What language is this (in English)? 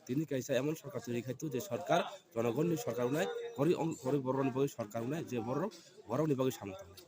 Kok Borok